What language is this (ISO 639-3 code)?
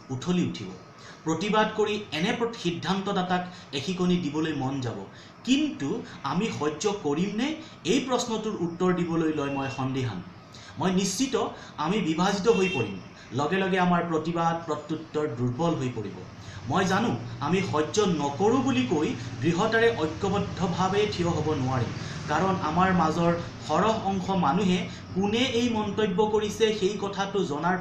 asm